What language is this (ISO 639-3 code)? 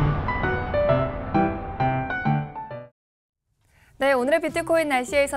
kor